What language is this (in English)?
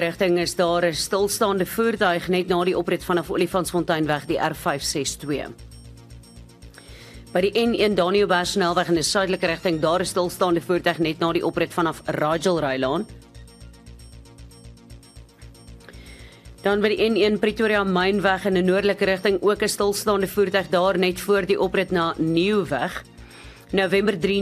Afrikaans